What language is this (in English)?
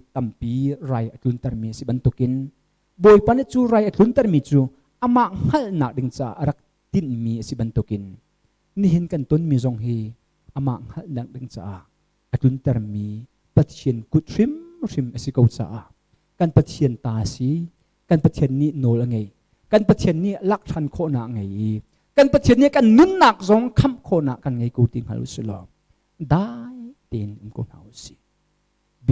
Hakha Chin